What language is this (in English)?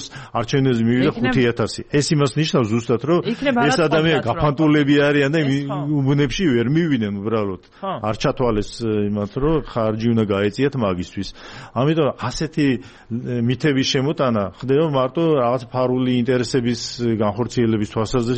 Georgian